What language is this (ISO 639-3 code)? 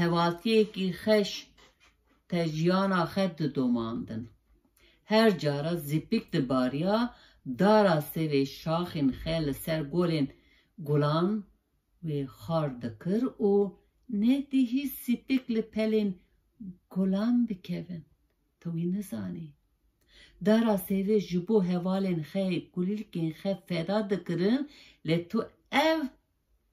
kur